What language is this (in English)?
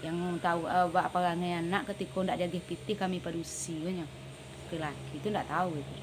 Minangkabau